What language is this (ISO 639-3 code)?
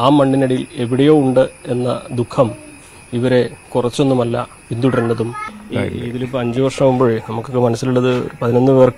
mal